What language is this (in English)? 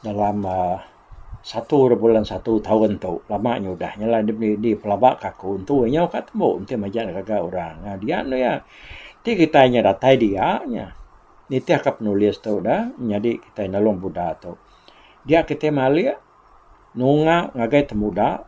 Iban